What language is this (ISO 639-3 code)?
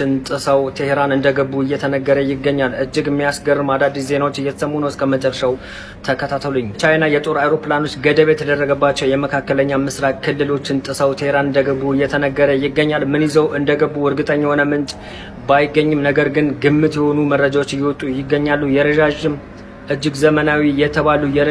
amh